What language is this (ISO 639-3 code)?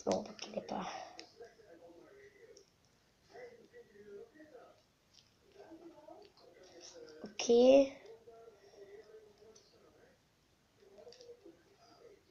nld